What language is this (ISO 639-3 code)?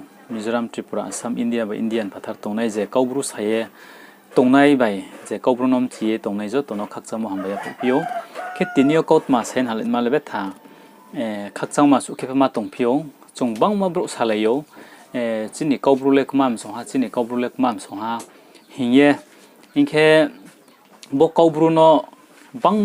ria